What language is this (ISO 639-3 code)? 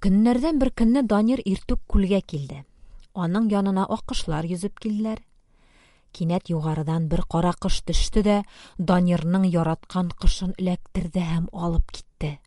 tat